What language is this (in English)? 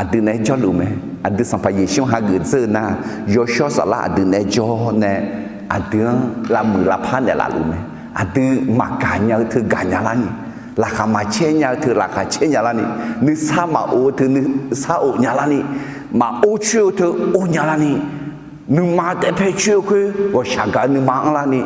Akha